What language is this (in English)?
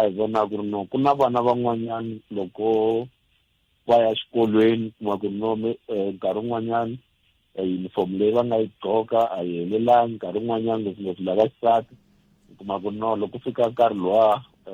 Tsonga